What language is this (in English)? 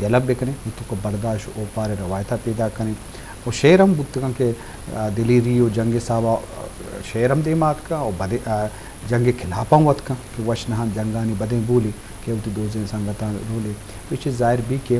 Eastern Balochi